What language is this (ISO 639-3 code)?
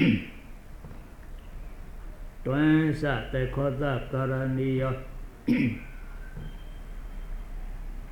mya